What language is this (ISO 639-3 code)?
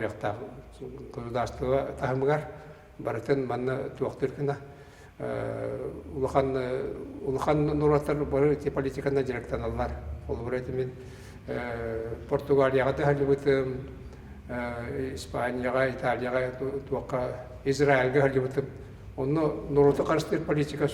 sah